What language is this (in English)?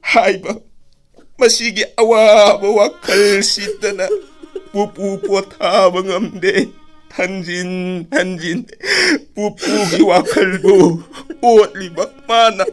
Manipuri